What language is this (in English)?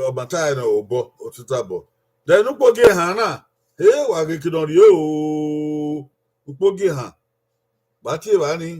Bini